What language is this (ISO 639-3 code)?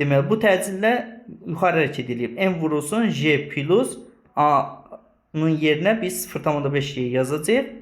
aze